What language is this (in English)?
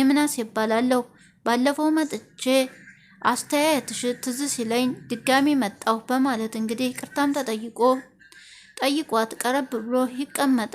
Amharic